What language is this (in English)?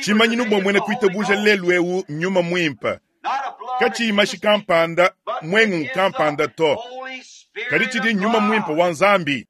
Luba-Lulua